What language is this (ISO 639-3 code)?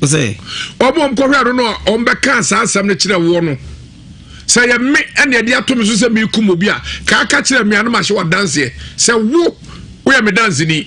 aka